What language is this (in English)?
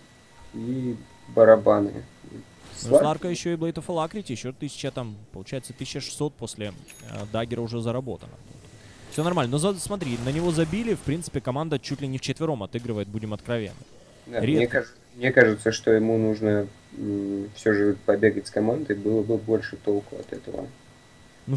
Russian